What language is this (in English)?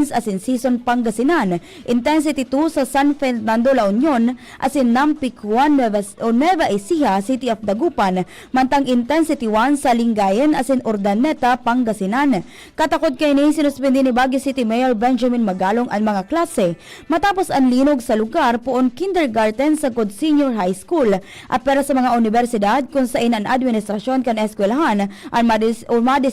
Bikol